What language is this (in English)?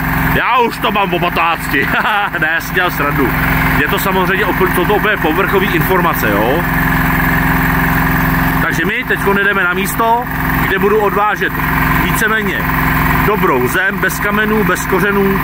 Czech